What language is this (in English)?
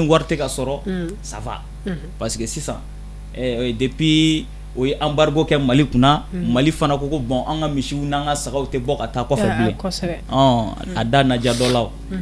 Bambara